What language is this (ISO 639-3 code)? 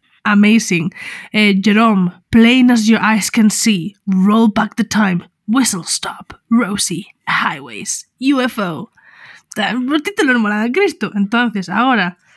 glg